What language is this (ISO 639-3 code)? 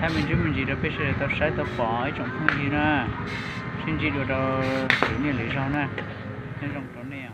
hmn